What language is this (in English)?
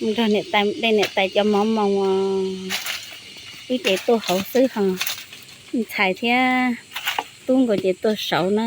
Hmong